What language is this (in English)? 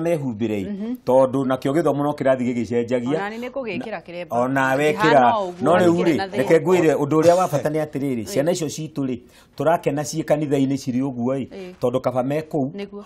Kikuyu